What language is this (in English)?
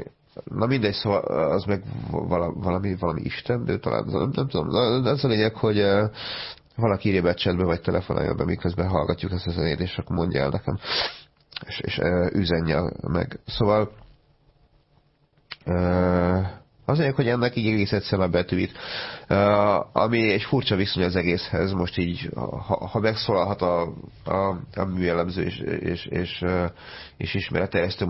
Hungarian